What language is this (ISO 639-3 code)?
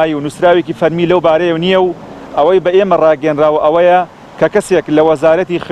ckb